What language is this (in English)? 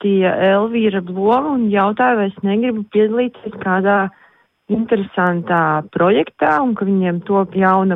Latvian